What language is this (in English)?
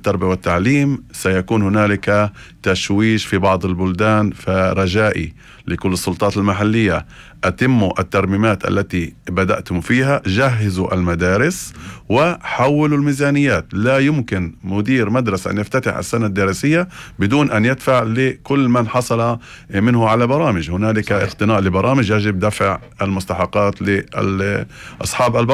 North Levantine Arabic